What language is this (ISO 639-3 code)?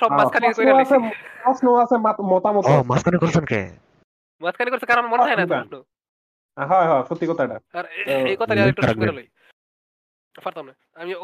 ben